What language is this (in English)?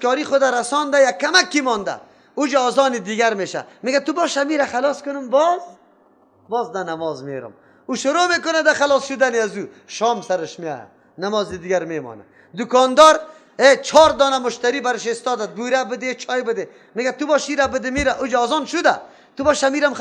Persian